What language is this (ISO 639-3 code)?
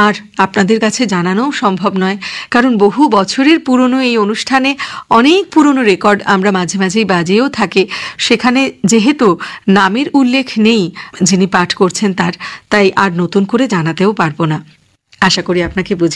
ben